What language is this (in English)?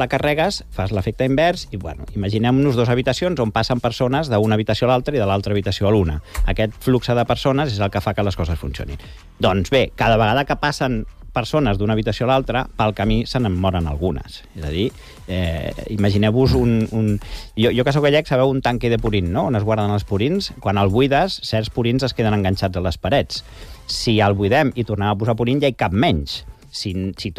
Catalan